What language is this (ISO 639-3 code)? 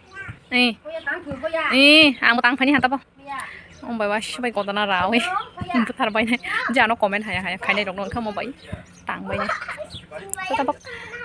trp